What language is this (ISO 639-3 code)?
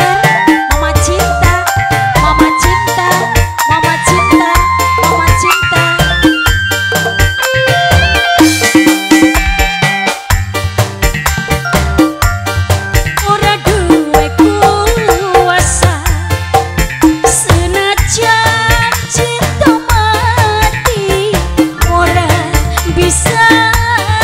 ind